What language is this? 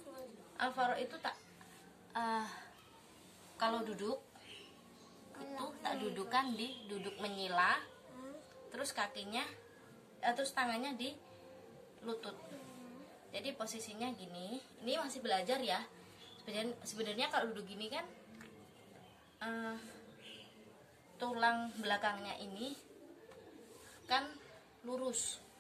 Indonesian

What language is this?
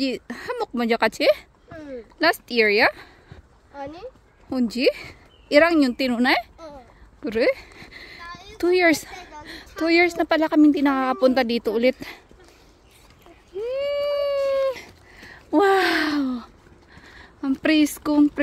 Filipino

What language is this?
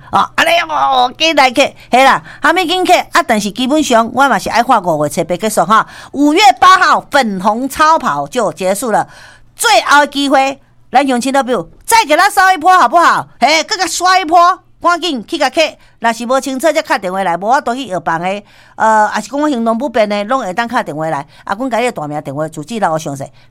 Min Nan Chinese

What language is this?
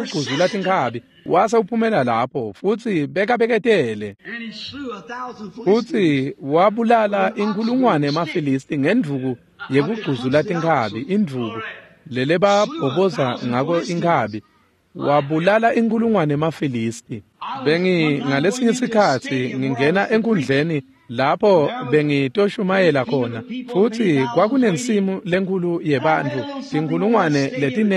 Swati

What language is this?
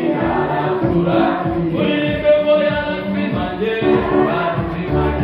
Kinyarwanda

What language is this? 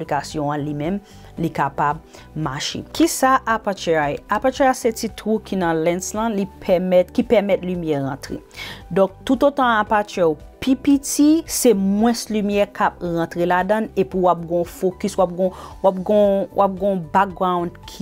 Haitian Creole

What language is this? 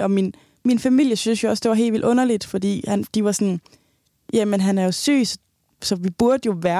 Danish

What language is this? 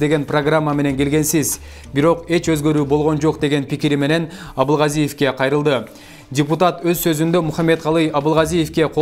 Kyrgyz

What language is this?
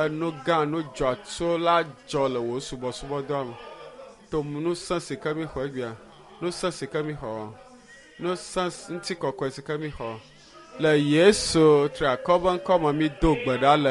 Ewe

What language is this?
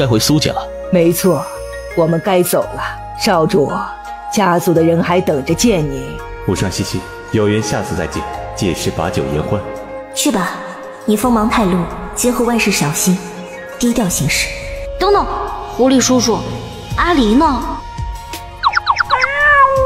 Chinese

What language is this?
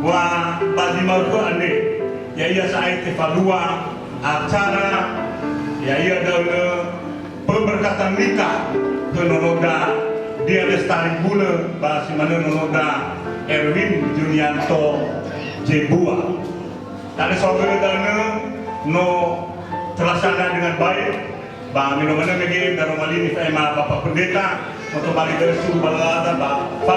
Nias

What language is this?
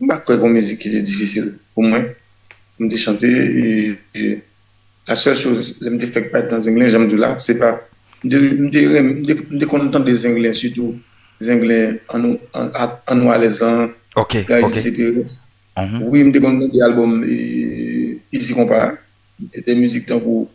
Haitian Creole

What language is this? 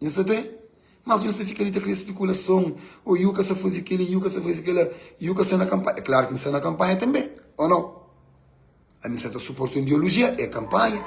Kabuverdianu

